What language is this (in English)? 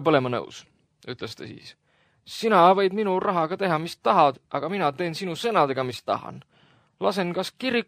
Estonian